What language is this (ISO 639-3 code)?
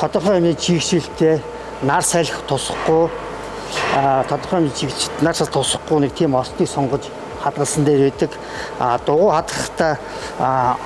mon